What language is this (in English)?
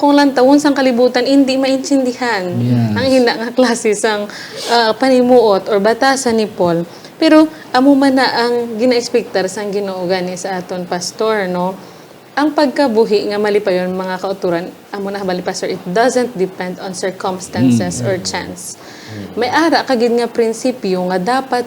Hiligaynon